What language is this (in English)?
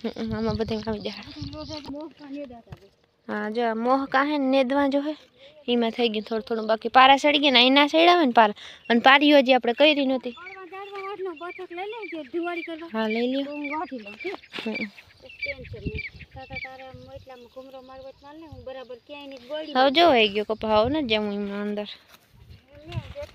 Gujarati